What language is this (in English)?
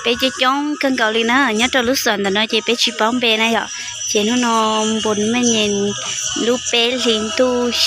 Hmong